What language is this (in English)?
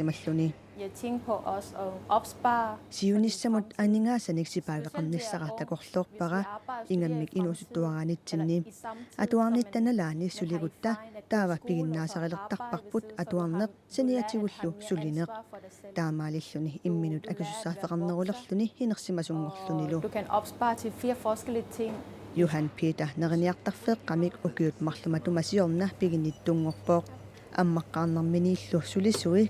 Kalaallisut